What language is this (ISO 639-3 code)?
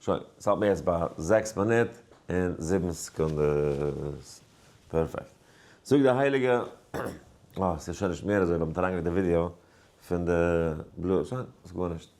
yid